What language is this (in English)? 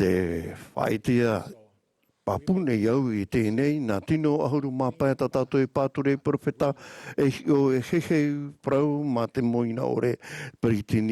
Tahitian